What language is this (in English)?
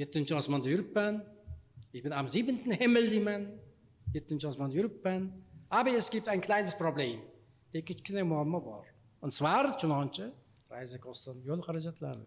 Uzbek